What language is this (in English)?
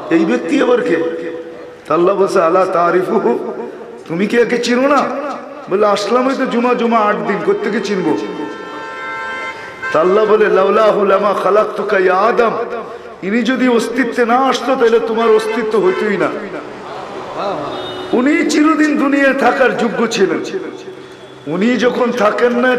Bangla